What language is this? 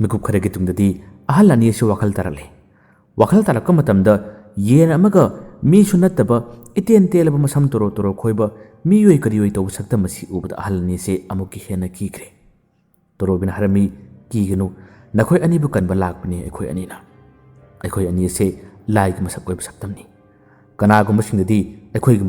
Manipuri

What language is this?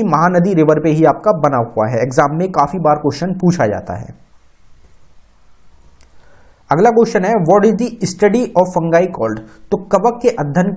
Hindi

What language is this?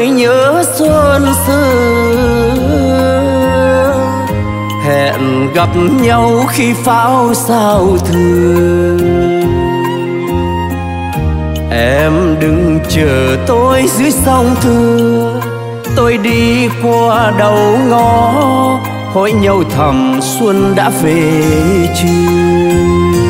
Vietnamese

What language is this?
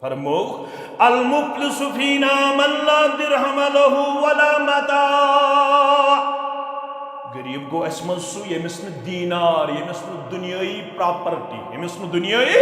Kashmiri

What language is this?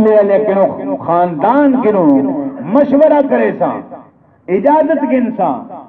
Saraiki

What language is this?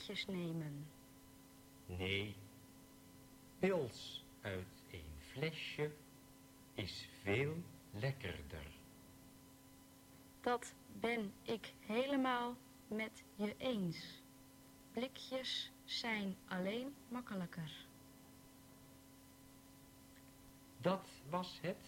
Dutch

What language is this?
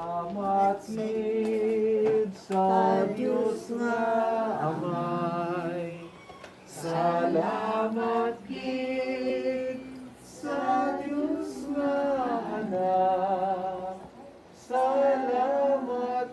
Hiligaynon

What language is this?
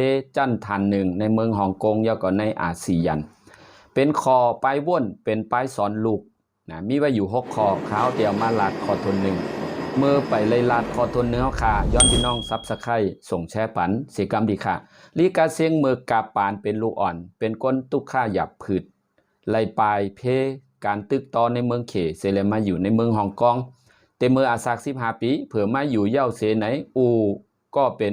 Shan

